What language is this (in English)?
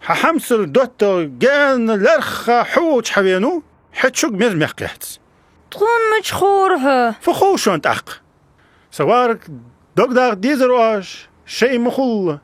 Ingush